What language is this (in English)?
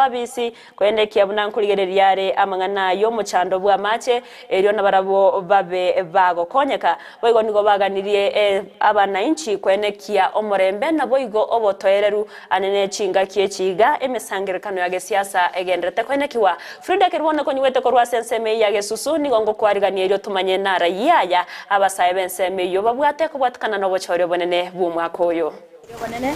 Gusii